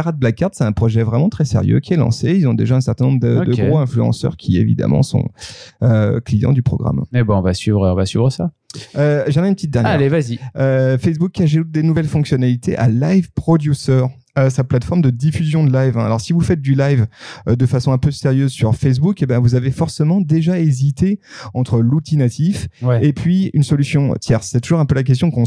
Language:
French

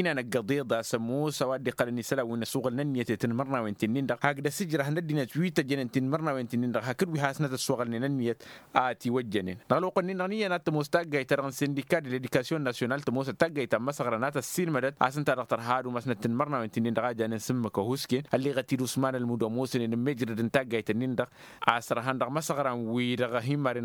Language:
Tamasheq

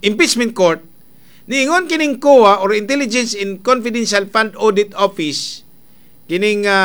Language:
Cebuano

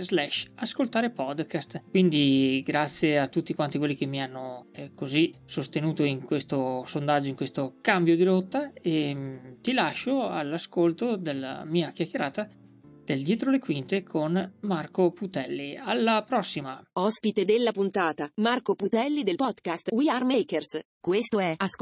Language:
Italian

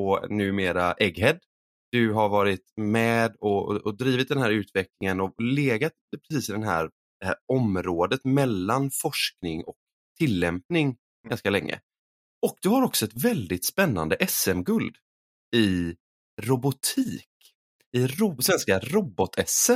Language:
Swedish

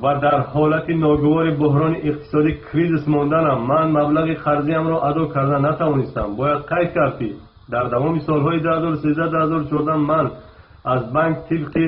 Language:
Tajik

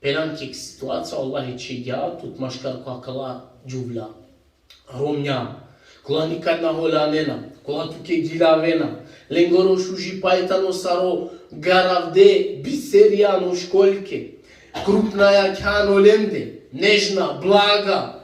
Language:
Balkan Romani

